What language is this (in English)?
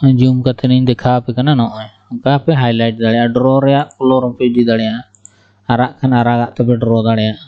Santali